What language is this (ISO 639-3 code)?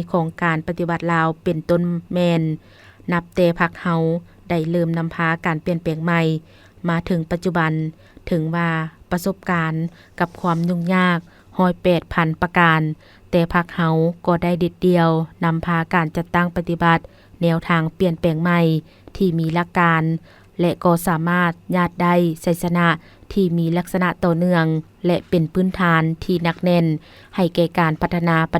lao